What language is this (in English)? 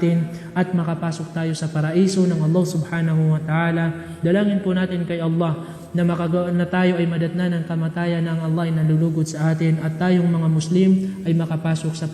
Maranao